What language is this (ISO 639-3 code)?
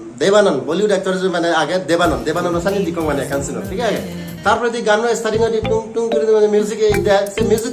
ccp